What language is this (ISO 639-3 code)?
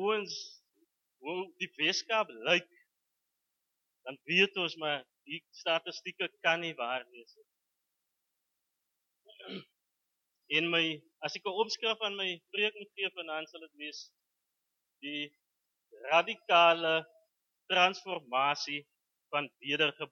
afr